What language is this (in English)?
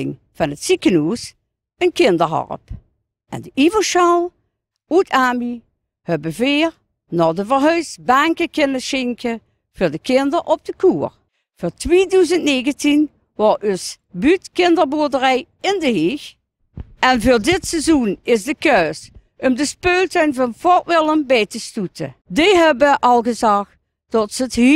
Limburgish